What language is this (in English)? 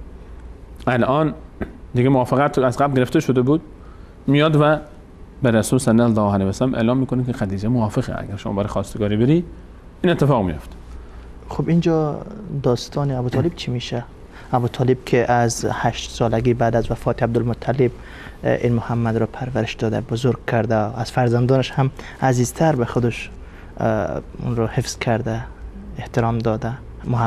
Persian